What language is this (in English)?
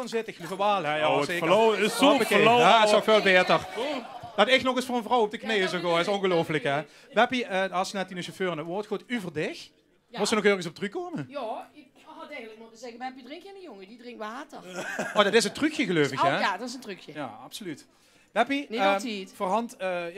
Limburgish